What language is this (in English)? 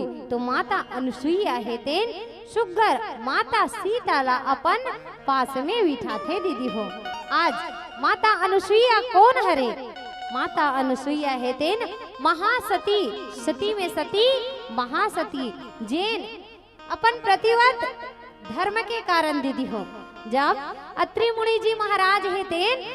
Chhattisgarhi